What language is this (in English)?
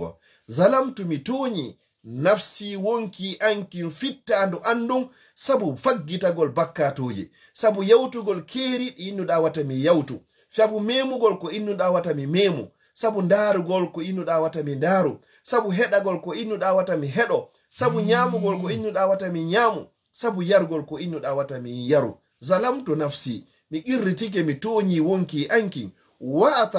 Fula